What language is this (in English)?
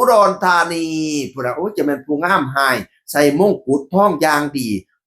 Northeastern Thai